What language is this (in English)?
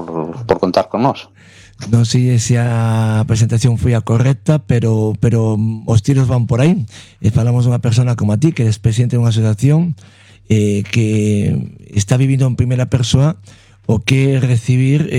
Galician